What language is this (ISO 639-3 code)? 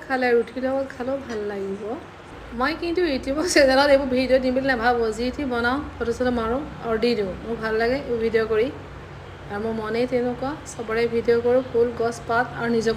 asm